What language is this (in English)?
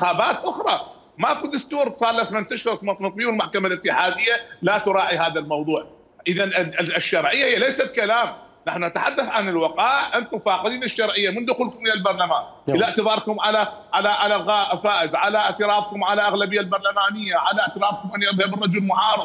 Mesopotamian Arabic